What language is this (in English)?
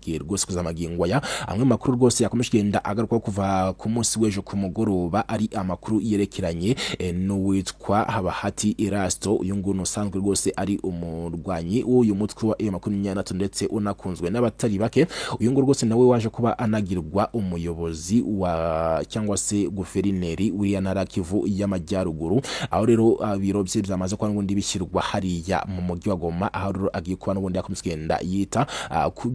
Kinyarwanda